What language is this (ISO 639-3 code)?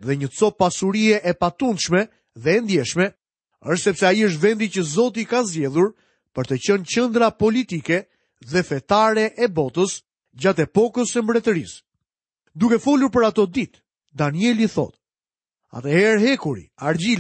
sqi